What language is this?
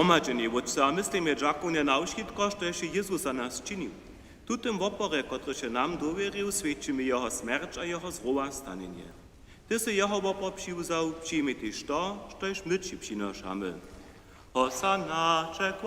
Upper Sorbian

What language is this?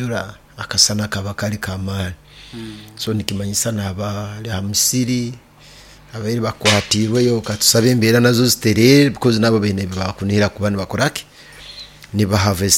Nyoro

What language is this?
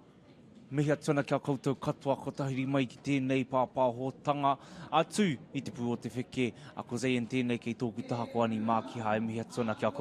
Māori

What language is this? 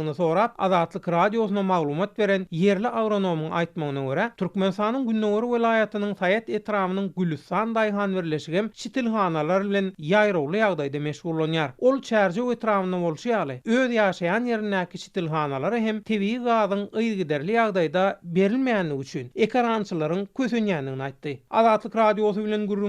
Turkmen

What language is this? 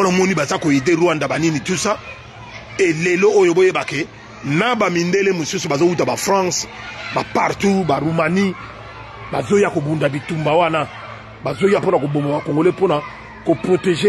Lingala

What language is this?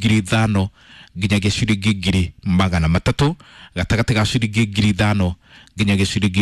Kikuyu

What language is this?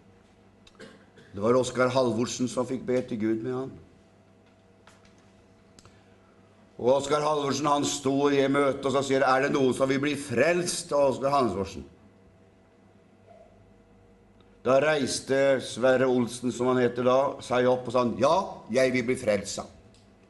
Norwegian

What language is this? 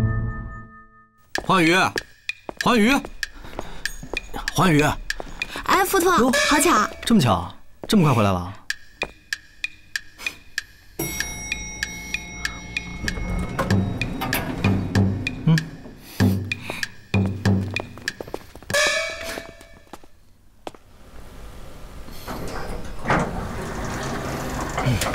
Chinese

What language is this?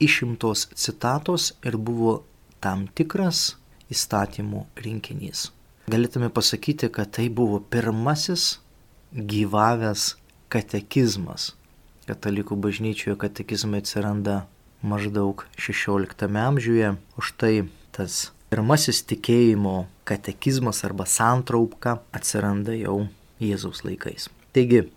Lithuanian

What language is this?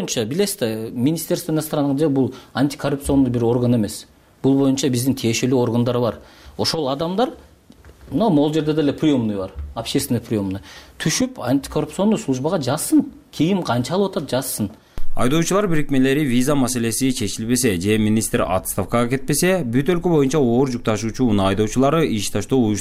Kyrgyz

